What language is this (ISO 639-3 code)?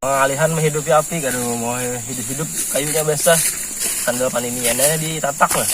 bjn